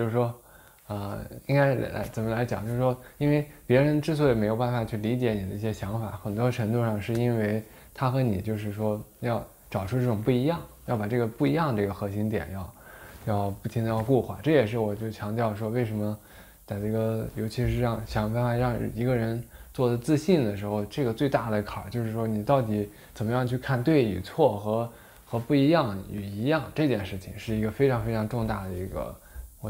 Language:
Chinese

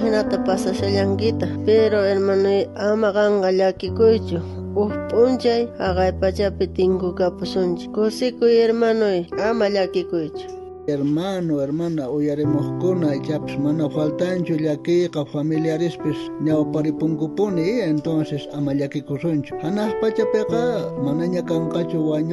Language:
South Bolivian Quechua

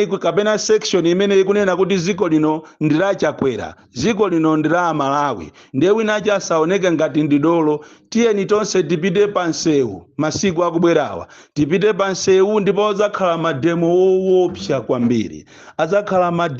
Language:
Nyanja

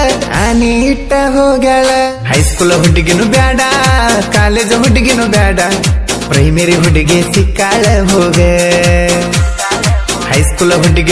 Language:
Kannada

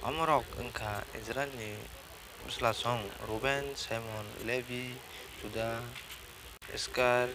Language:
Kok Borok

